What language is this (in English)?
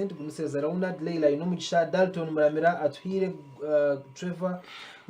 Nyankole